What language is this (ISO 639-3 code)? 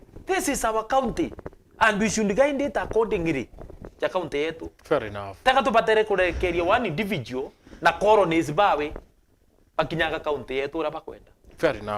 mer